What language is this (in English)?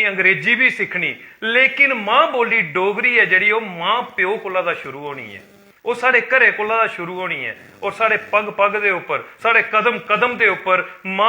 Dogri